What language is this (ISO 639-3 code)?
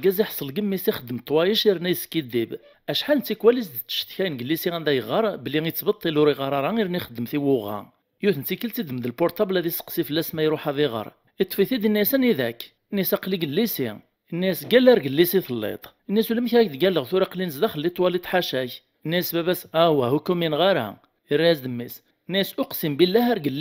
kab